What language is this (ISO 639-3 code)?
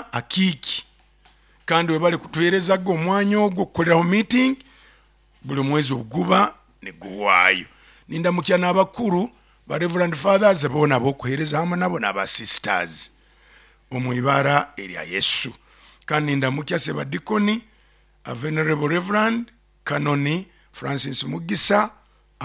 nyo